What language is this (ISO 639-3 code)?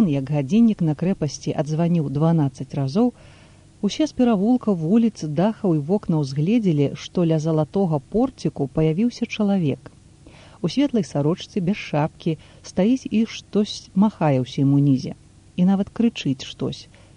bel